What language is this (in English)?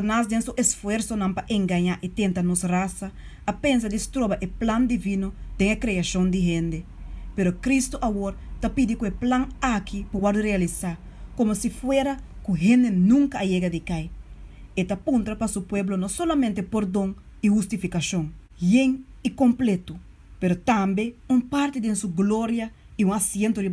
Papiamento